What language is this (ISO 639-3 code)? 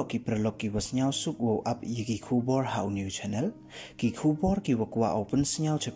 pbv